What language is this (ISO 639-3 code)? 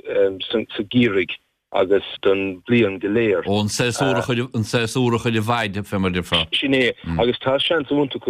gle